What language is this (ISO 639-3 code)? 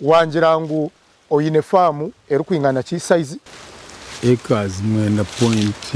nyn